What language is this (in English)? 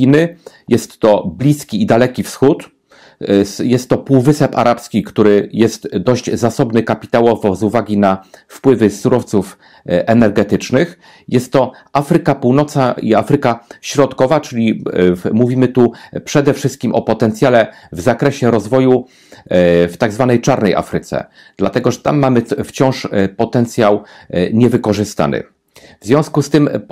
Polish